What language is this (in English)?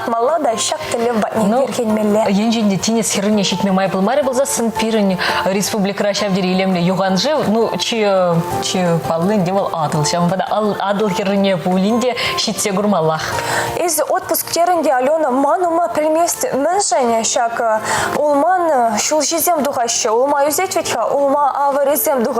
Chuvash